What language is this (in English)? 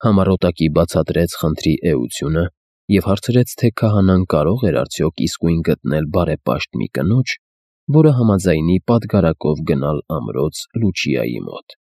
Armenian